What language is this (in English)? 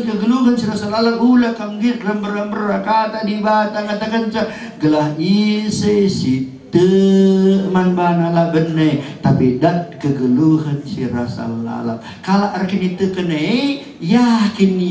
Batak Karo